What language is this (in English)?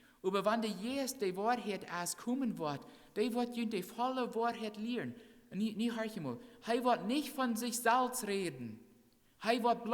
Plautdietsch